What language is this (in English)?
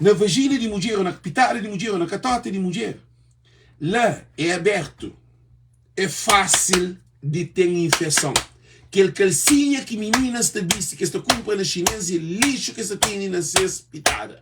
Kabuverdianu